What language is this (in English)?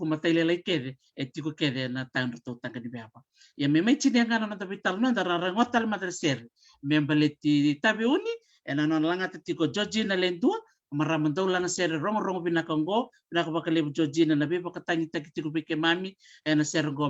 Fijian